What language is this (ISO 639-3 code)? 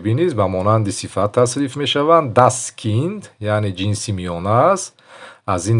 tgk